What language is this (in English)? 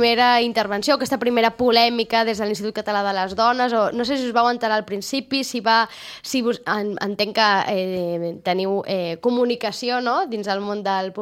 Catalan